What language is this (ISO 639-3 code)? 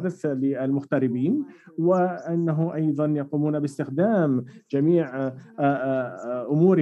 ara